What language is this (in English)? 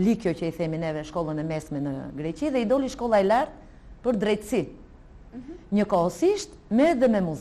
Albanian